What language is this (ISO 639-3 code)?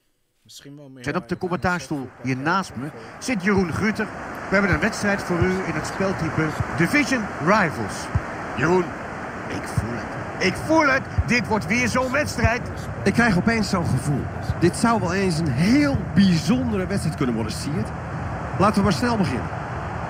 nld